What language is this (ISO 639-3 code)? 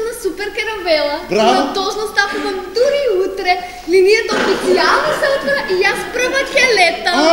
mkd